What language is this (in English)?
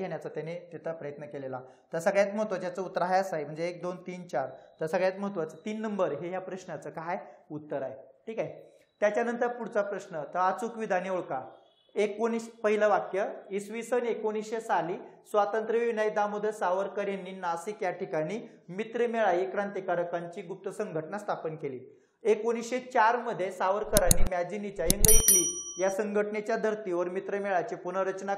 Marathi